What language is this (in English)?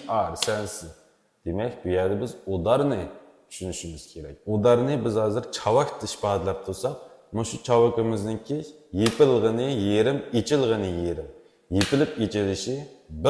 Uyghur